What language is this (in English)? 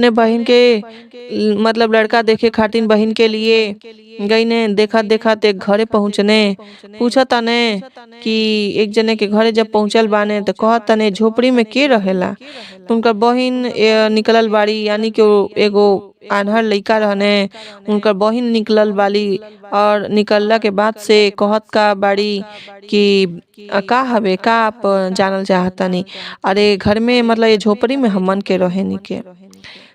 Bhojpuri